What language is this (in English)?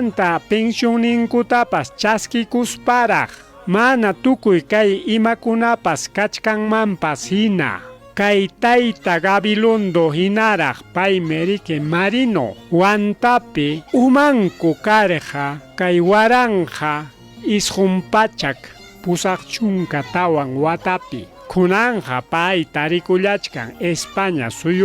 Ayacucho Quechua